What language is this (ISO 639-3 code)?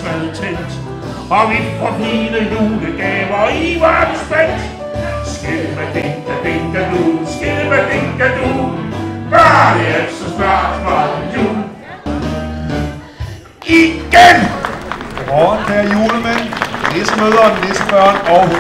dan